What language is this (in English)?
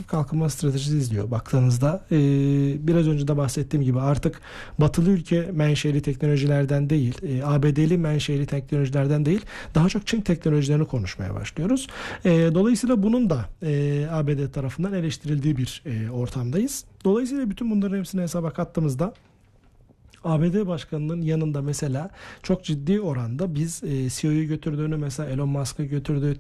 Turkish